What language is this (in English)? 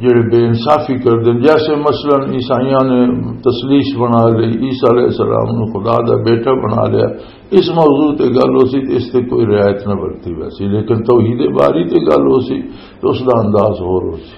Western Panjabi